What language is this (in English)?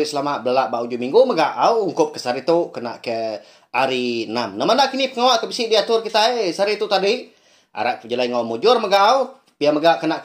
Iban